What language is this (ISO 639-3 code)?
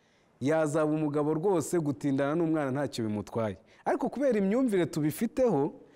kin